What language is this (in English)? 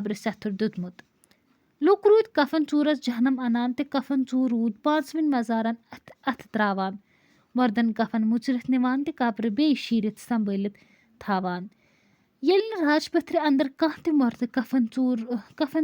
Kashmiri